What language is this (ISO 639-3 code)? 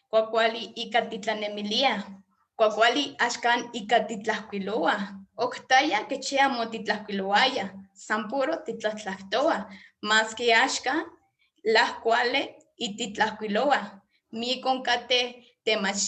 nhe